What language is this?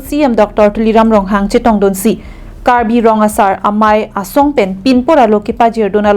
Karbi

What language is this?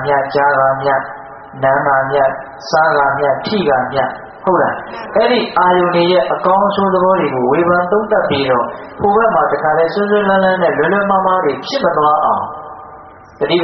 Burmese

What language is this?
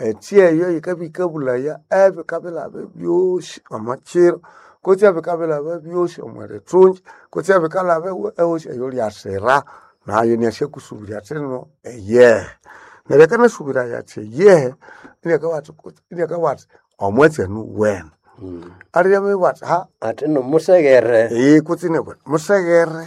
Nande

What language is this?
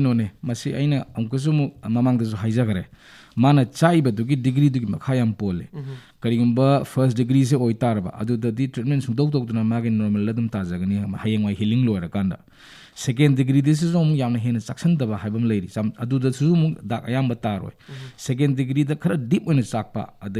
Manipuri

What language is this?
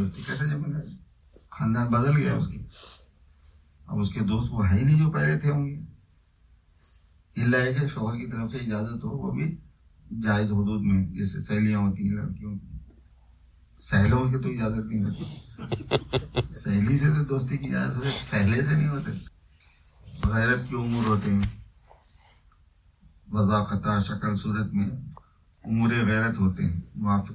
Urdu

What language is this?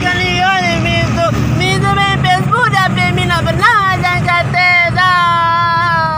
Minangkabau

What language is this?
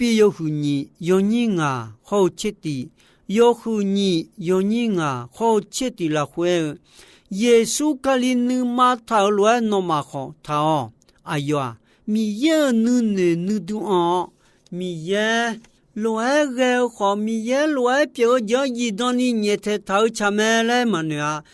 Akha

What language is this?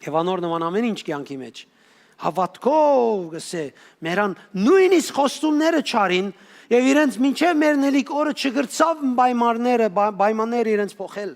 Western Armenian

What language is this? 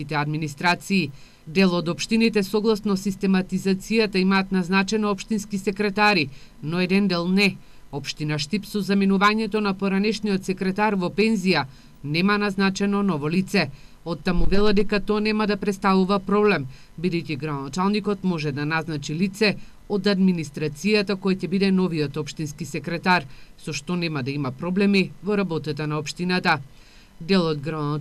Macedonian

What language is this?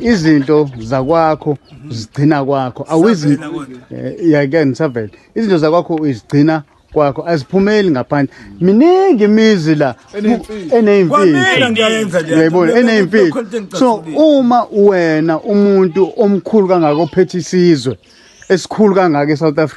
Zulu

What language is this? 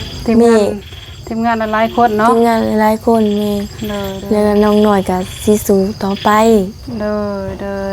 Lao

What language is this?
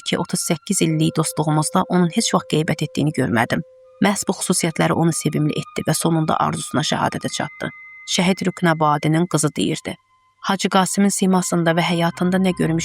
Azerbaijani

